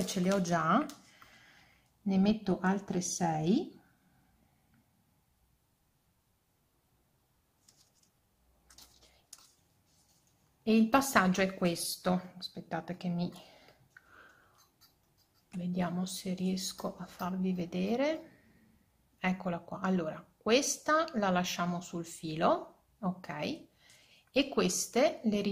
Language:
Italian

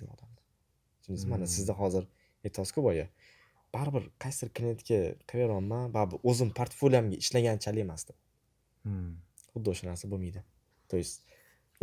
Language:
Uzbek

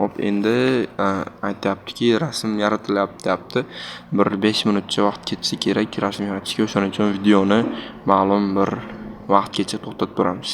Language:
Uzbek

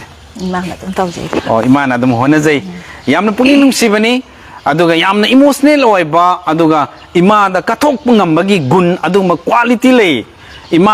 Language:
Manipuri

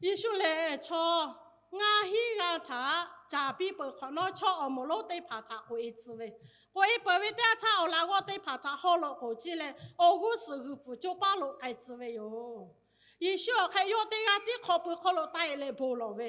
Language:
Lahu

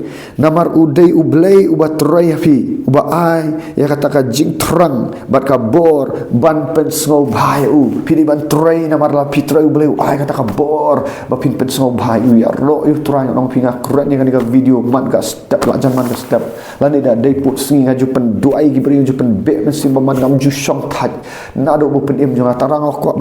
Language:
Khasi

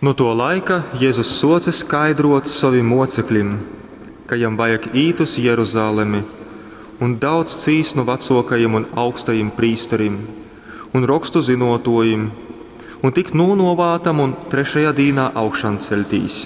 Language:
Latgalian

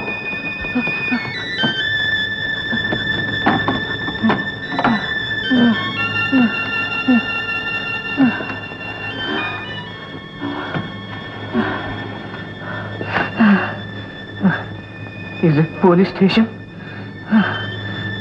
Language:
Telugu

